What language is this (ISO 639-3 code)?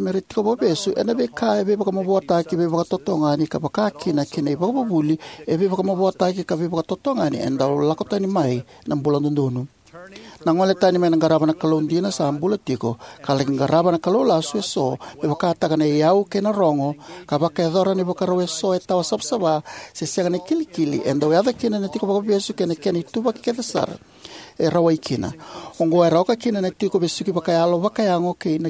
fij